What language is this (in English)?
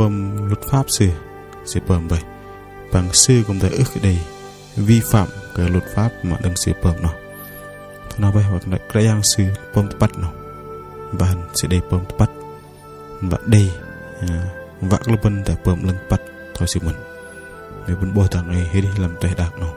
Bahnar